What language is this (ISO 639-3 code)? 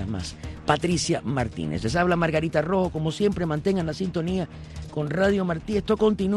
spa